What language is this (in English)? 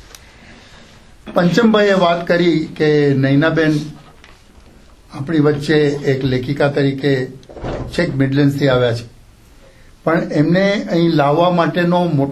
Gujarati